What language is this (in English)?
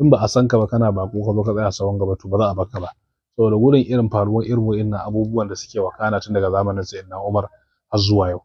Hausa